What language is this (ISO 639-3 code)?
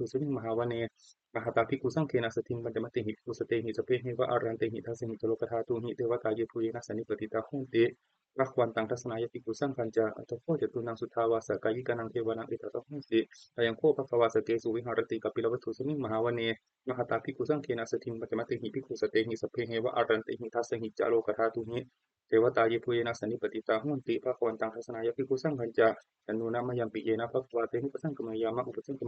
pli